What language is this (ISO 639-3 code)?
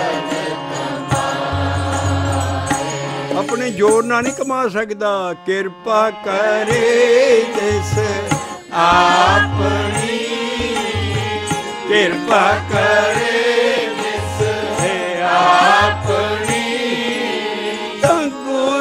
pan